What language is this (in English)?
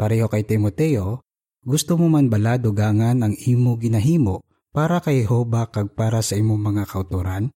Hiligaynon